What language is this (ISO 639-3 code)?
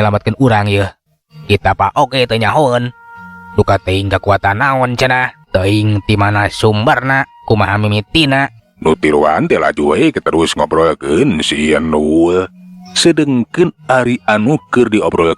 sun